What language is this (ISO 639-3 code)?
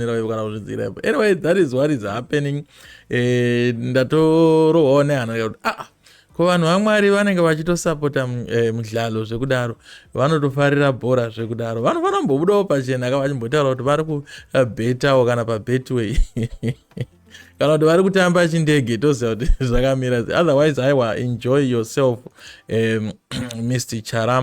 sna